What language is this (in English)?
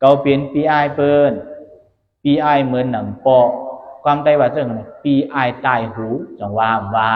Shan